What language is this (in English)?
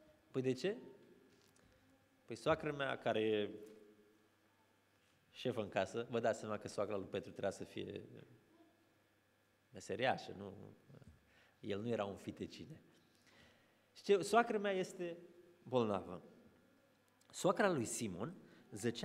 Romanian